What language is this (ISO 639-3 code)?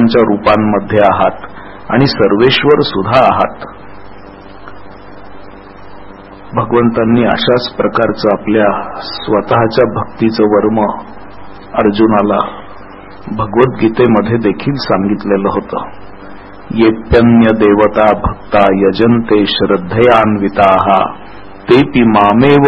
mar